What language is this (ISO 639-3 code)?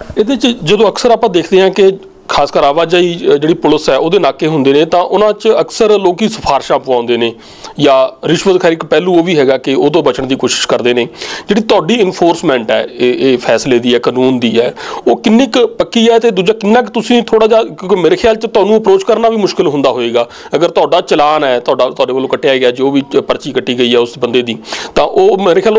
pan